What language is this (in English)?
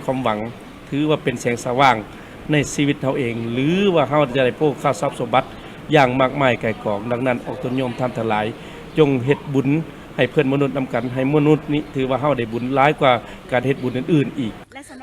Lao